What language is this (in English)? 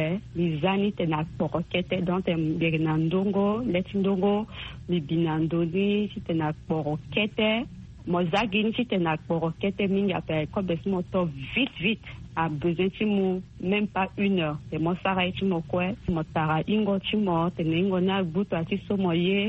Sango